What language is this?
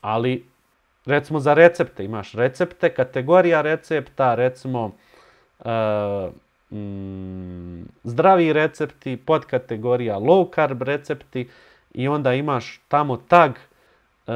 Bosnian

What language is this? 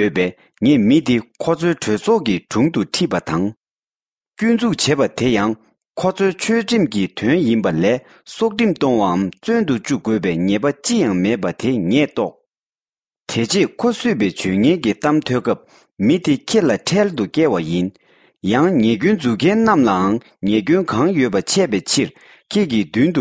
Tibetan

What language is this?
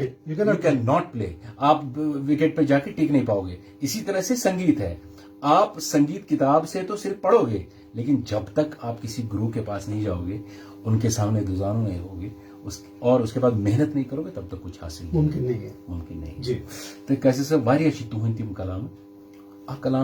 Kashmiri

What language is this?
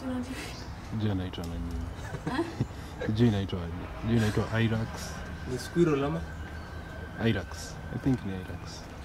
Swahili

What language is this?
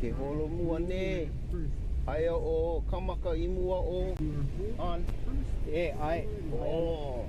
Hawaiian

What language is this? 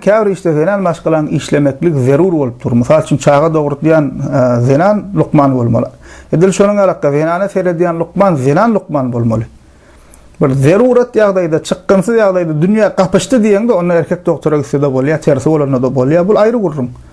Turkmen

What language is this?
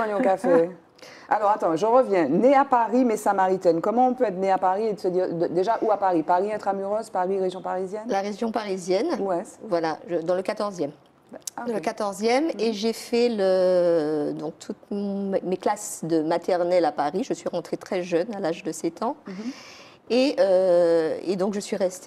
French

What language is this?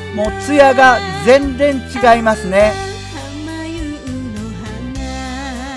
Japanese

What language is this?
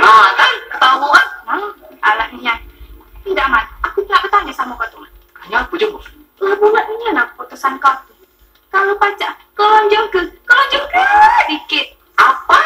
Musi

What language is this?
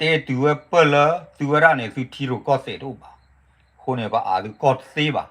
S'gaw Karen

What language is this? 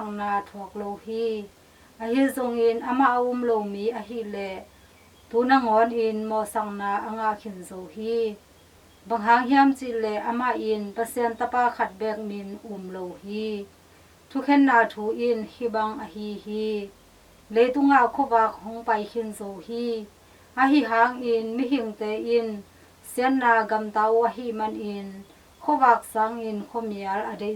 Tedim Chin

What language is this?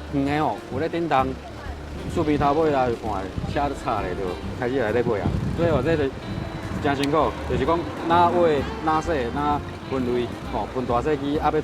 Min Nan Chinese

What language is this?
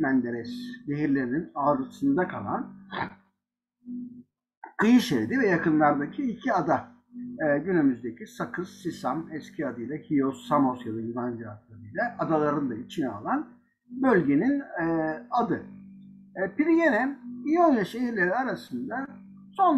Turkish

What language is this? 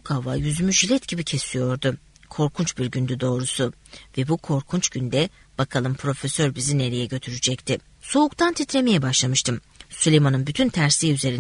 Turkish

